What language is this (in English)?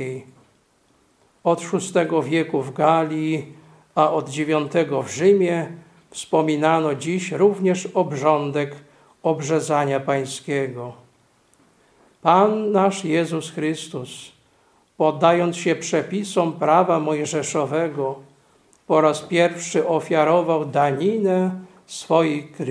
Polish